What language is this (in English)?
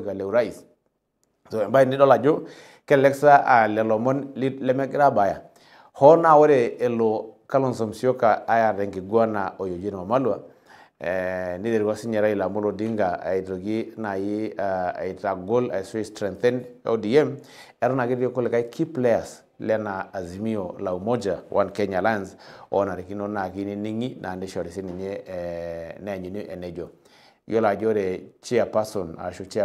Masai